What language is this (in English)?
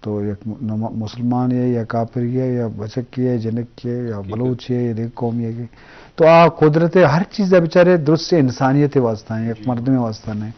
Eastern Balochi